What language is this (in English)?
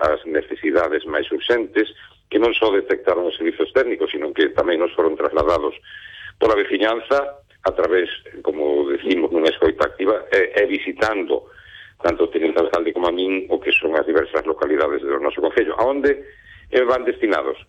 Galician